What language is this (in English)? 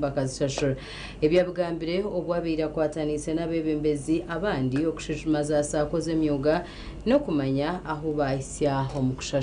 Nyankole